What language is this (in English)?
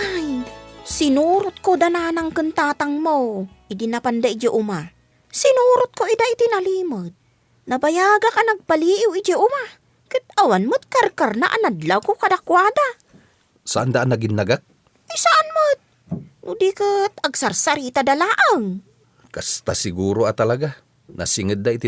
Iloko